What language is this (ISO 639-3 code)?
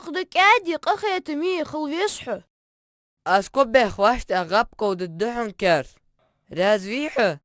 inh